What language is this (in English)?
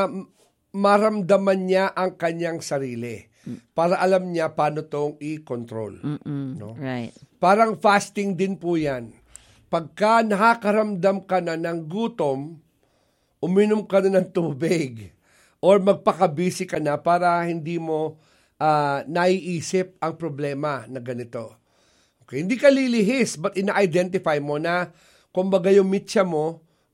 Filipino